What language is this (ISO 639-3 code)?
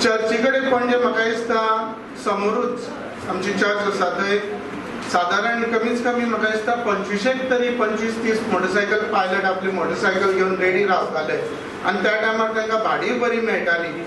kok